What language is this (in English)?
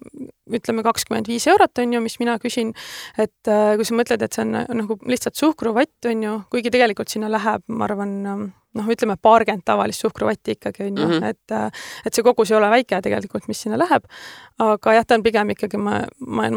Estonian